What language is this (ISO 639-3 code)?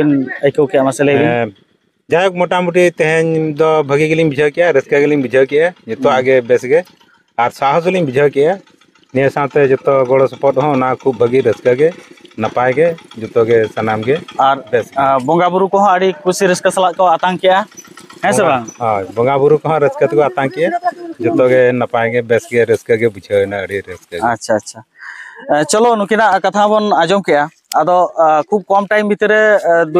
sat